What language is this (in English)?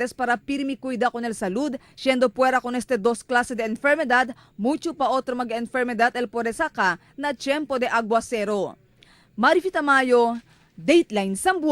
Chavacano